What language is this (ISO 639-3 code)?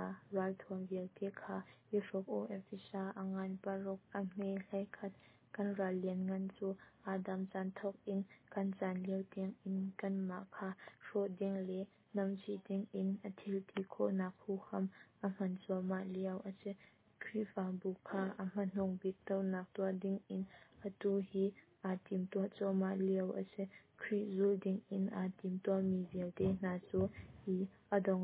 cnh